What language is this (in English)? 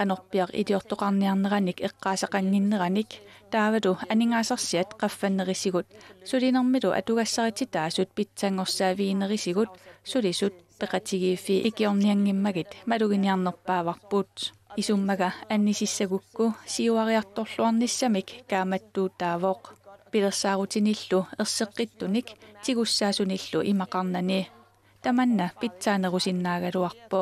Kalaallisut